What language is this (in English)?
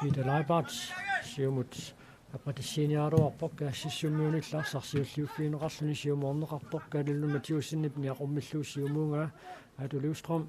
Kalaallisut